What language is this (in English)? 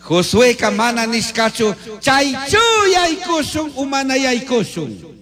Chimborazo Highland Quichua